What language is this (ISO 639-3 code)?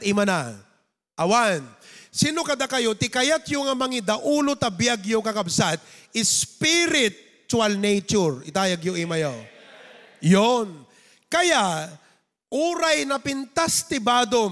ilo